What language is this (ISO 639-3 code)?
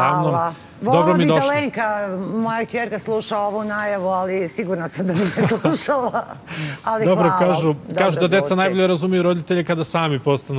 srp